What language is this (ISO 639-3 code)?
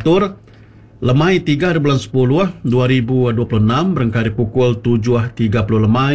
iba